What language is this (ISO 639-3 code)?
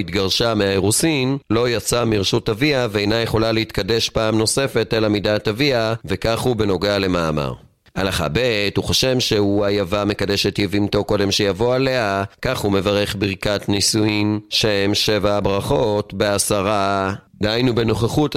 heb